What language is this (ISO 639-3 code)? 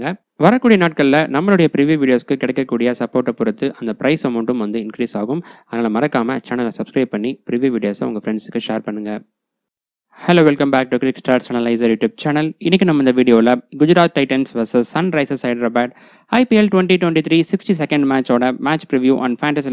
tam